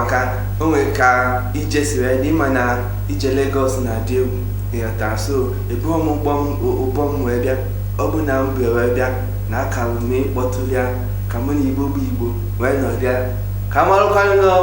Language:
Igbo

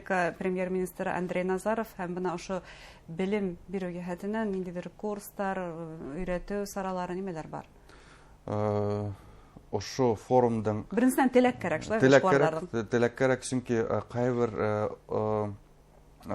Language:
Bashkir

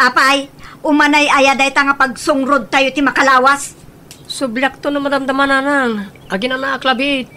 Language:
Iloko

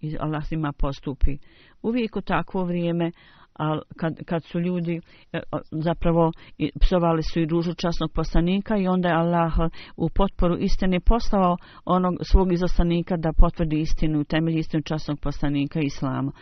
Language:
Bosnian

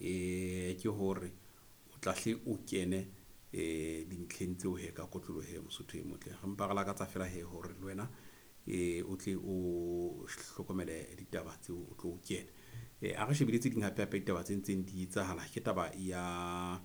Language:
Southern Sotho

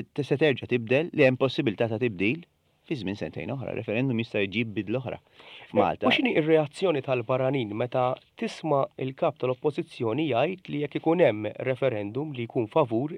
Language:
Maltese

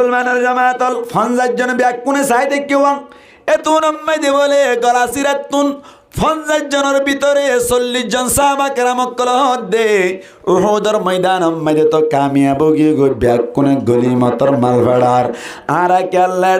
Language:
Rohingya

